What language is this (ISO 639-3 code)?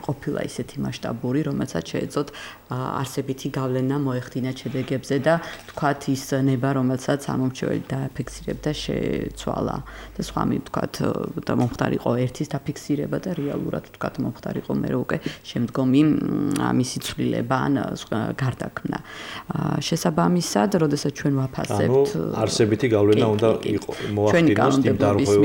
kat